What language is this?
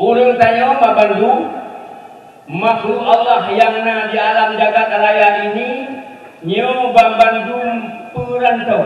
Achinese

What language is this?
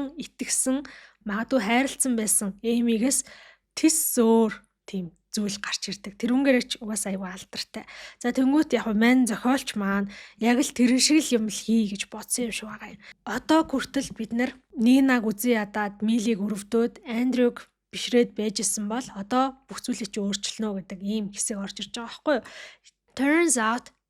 Mongolian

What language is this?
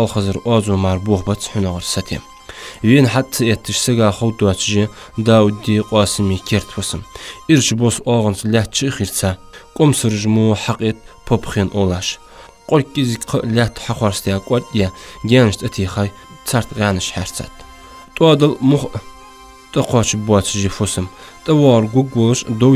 Ingush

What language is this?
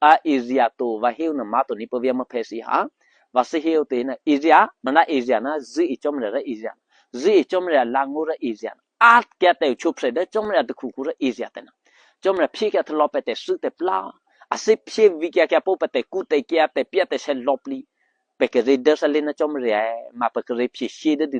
Eastern Kayah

